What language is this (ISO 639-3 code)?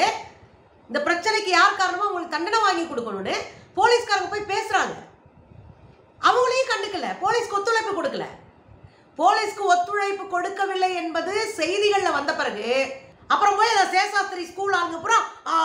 tam